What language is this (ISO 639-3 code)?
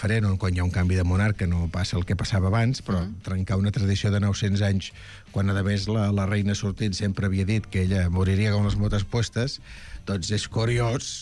cat